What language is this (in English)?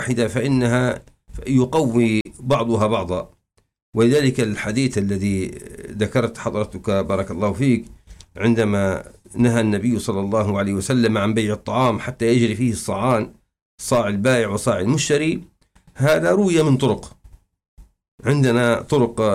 Arabic